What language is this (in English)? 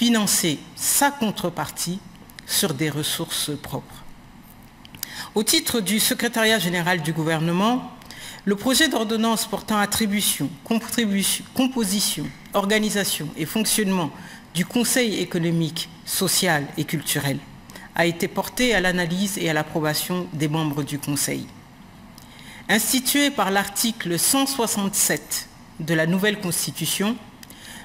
French